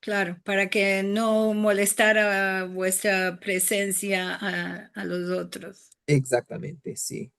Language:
Ladino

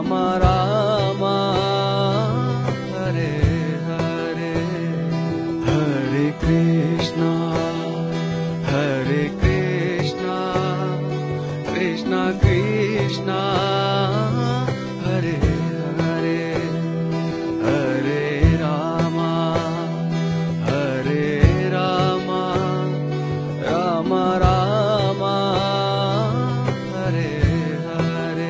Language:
Telugu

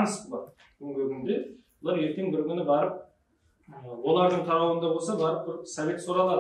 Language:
Kara-Kalpak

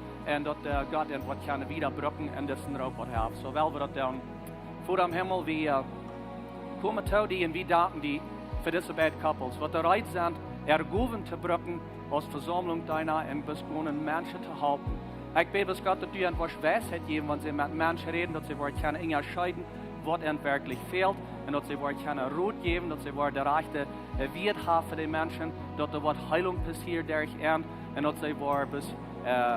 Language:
Plautdietsch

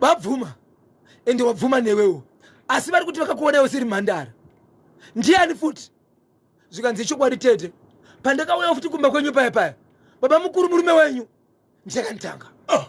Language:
Shona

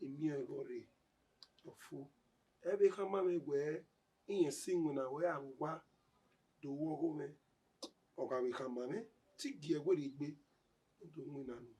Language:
Bini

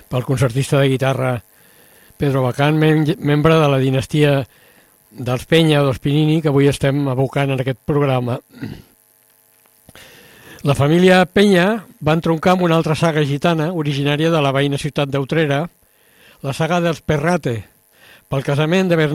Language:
Catalan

